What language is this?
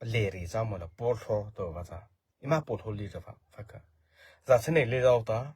Mara Chin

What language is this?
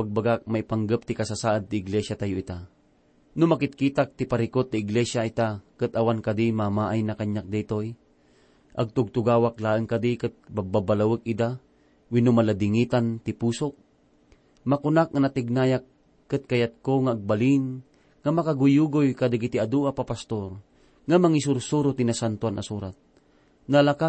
Iloko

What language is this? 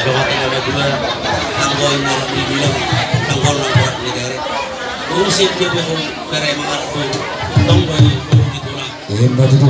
Batak Toba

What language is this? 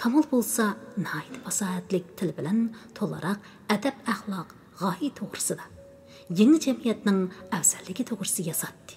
Uyghur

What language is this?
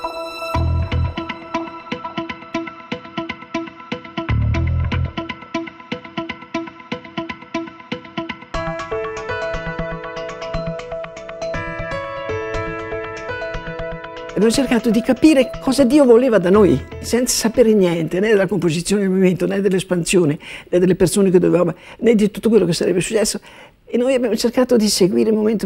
Italian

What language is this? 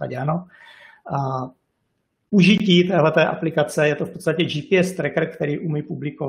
Czech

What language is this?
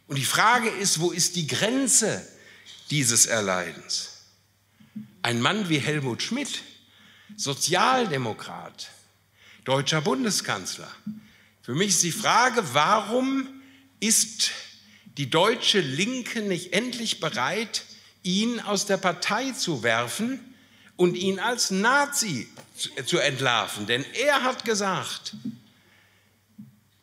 German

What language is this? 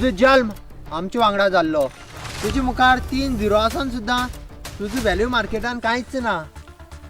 Konkani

